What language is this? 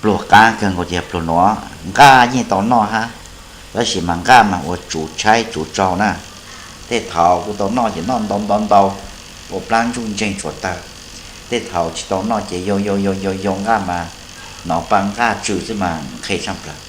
Hmong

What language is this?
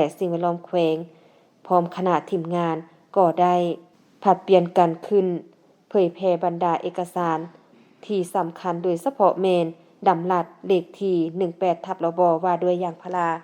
Lao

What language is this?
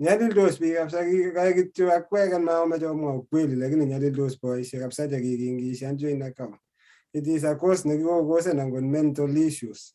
Kalenjin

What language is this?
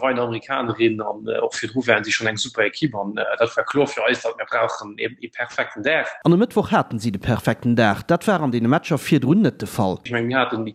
Luxembourgish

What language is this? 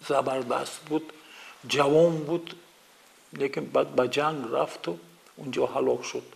Tajik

